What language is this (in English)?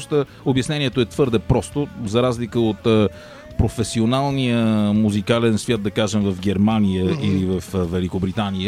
Bulgarian